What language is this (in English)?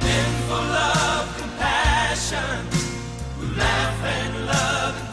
Tahitian